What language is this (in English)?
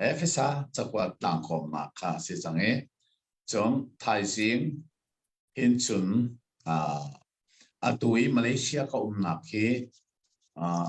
Hakha Chin